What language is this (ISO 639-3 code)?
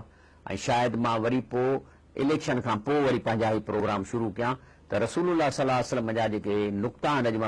snd